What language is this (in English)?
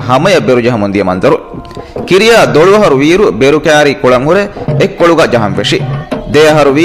Divehi